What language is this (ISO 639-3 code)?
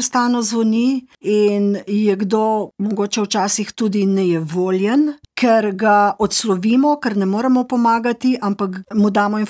slv